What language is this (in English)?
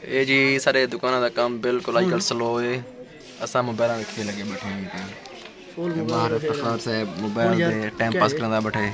Saraiki